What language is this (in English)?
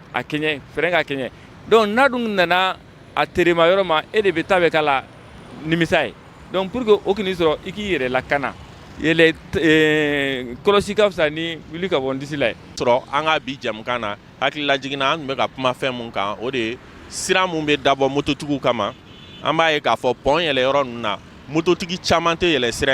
Bambara